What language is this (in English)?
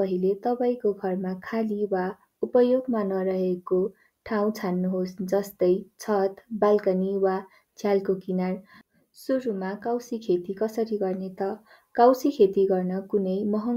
Nepali